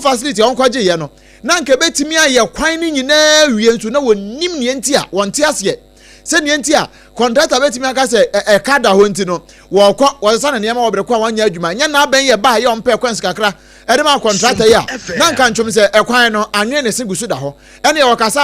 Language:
Akan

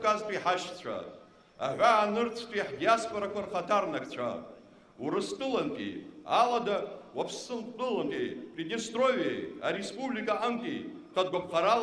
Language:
Abkhazian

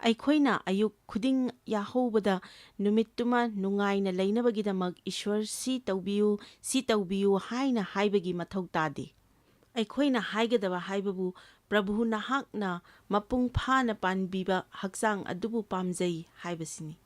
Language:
Manipuri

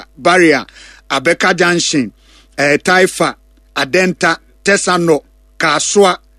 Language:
Akan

